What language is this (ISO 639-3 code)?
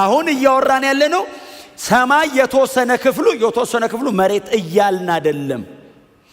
amh